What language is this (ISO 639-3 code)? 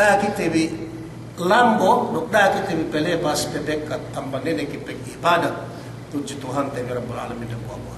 yka